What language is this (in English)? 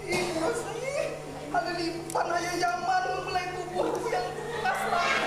Banjar